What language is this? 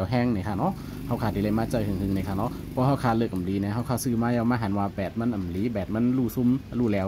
Shan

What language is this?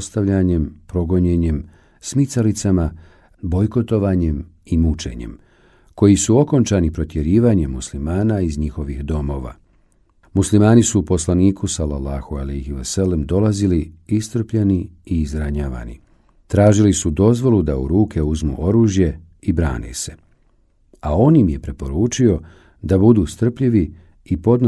Bosnian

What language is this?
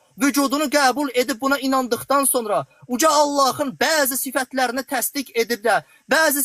Azerbaijani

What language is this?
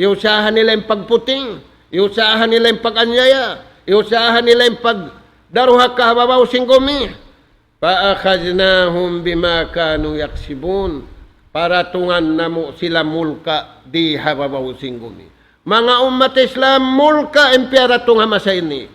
Tausug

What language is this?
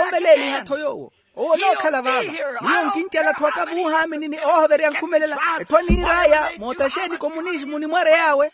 Makhuwa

